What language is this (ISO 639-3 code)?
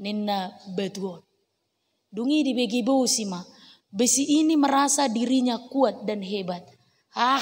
bbc